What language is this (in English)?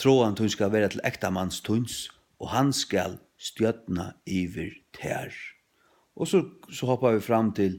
Faroese